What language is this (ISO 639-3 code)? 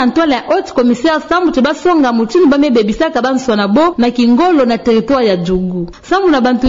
ktu